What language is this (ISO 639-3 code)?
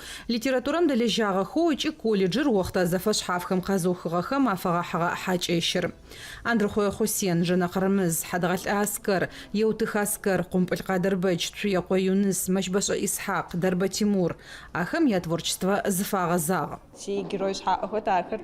ady